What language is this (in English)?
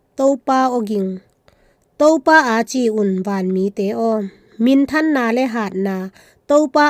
Tedim Chin